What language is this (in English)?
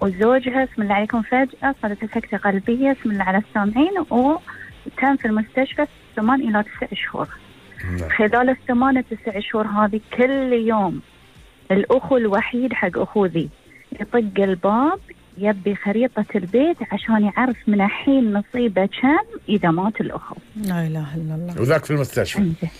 Gulf Arabic